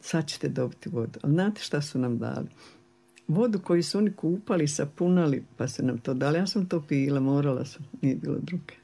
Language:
Croatian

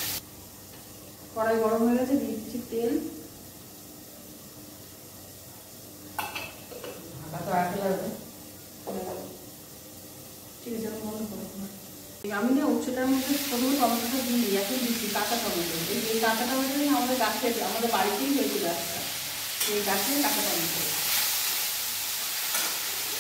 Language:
Bangla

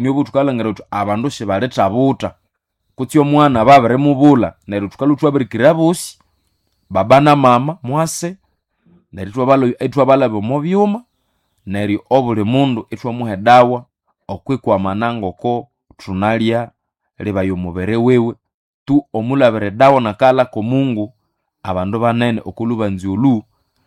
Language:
Nande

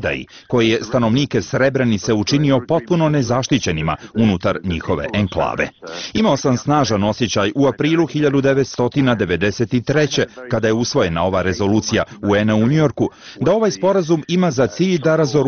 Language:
Bosnian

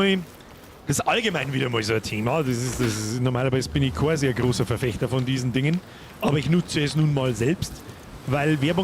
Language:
Bavarian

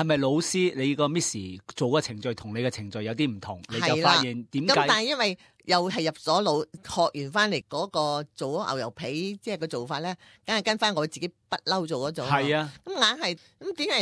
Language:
Cantonese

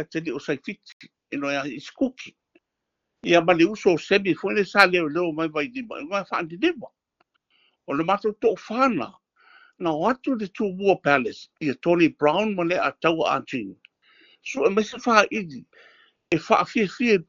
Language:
Samoan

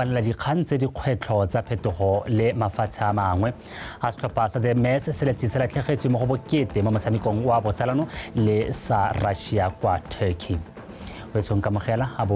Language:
Tswana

